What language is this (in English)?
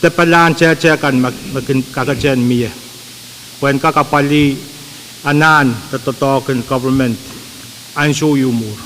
Pohnpeian